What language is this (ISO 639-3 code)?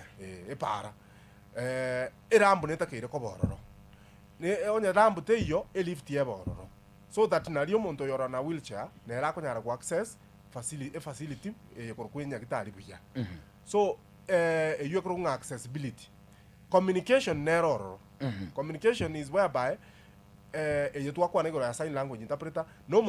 guz